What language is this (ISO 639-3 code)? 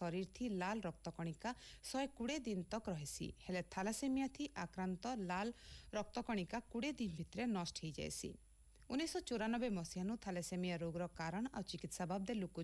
ori